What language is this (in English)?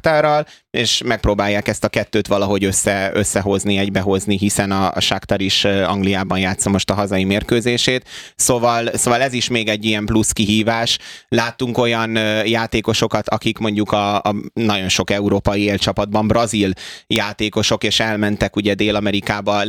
Hungarian